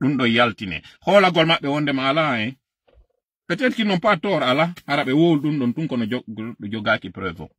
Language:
Fula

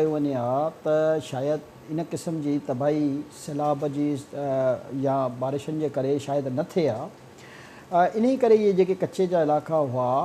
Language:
Sindhi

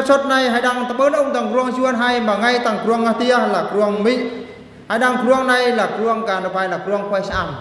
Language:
Eastern Bru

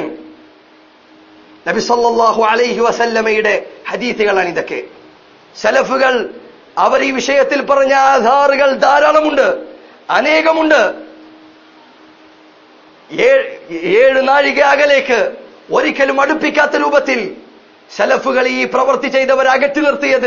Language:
Malayalam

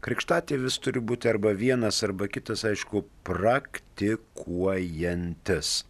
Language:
Lithuanian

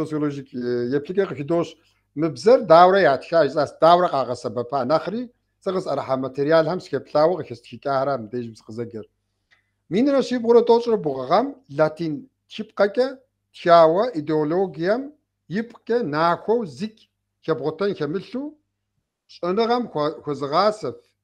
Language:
Kabardian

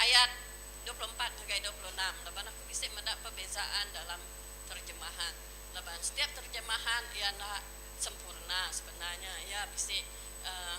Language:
Iban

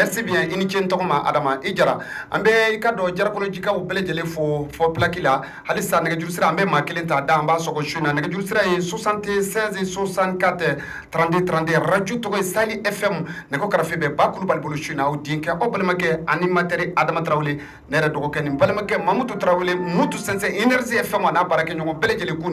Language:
Bambara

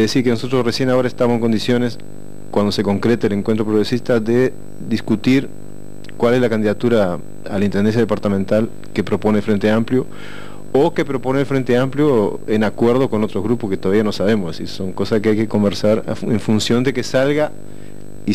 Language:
Spanish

